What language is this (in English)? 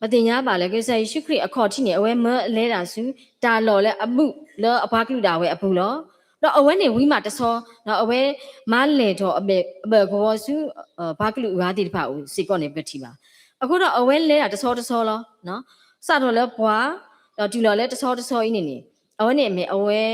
S'gaw Karen